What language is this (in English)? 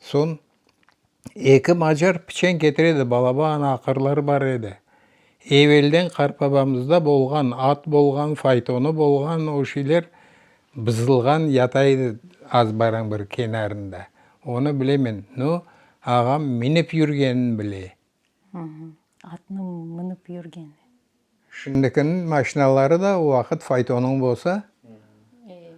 Crimean Tatar